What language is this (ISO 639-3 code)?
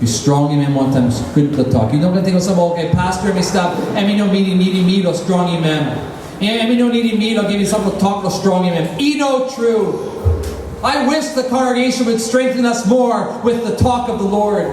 tpi